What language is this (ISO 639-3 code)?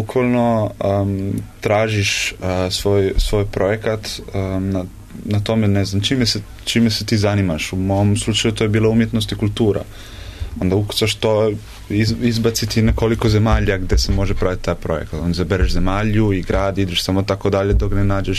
srp